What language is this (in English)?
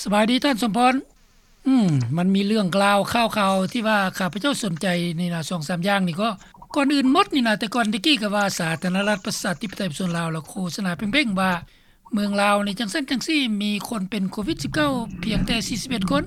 Lao